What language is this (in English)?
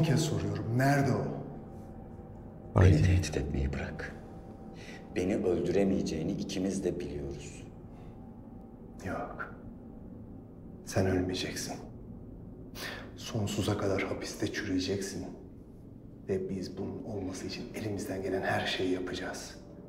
Turkish